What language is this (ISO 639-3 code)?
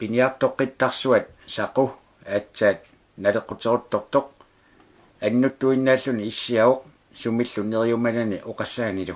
kal